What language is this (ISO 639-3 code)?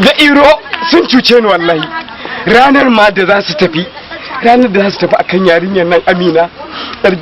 hau